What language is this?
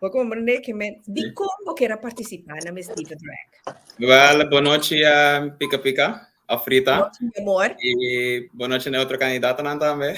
Papiamento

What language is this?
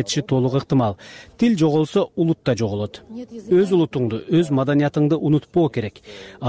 Kyrgyz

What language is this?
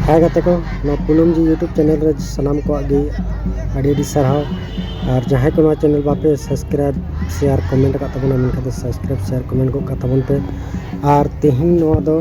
Santali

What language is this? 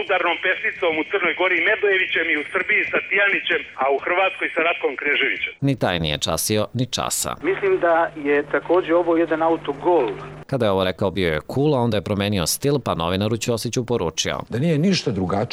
Serbian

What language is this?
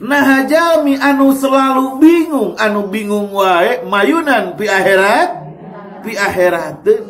Sundanese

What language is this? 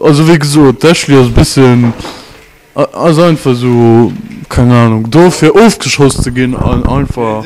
Luxembourgish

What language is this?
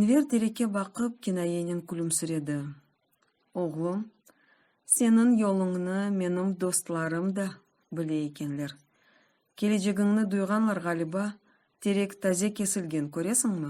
Crimean Tatar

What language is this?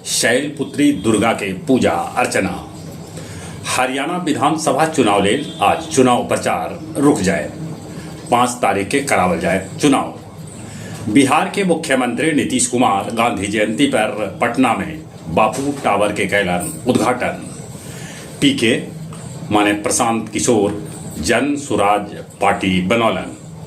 Magahi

